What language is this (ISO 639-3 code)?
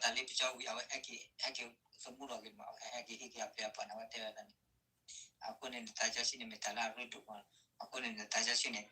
ksw